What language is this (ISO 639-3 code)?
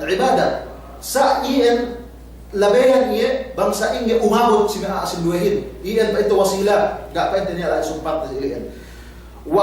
yka